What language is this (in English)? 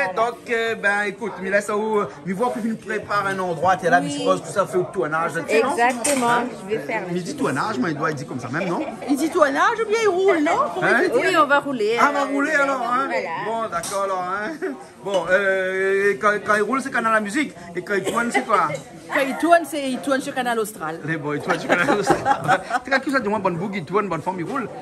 Réunion Creole French